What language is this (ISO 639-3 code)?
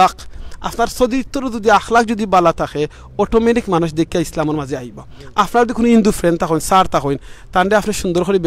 syl